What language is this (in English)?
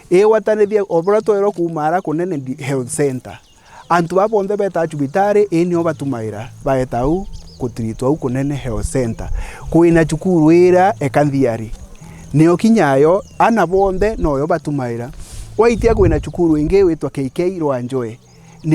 Meru